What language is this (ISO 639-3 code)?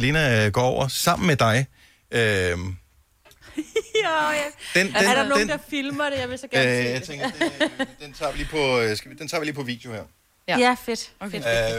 dan